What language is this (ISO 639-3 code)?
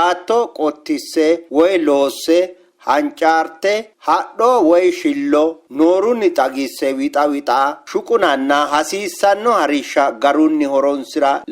sid